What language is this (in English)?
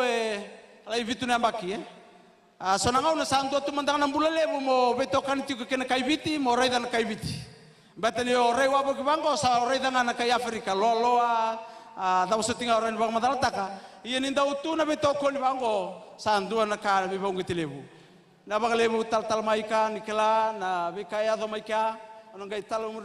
Fijian